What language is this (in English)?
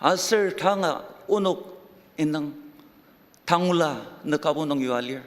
Ao Naga